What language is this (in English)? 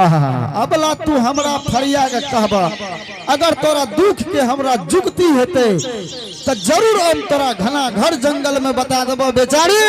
Angika